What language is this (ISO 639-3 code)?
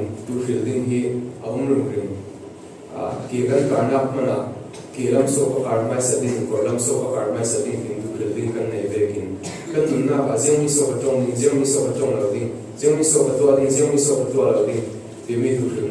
cfm